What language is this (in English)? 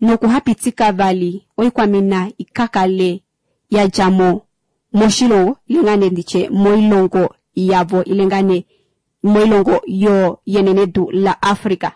Kuanyama